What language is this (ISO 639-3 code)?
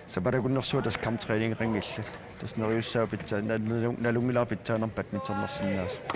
kal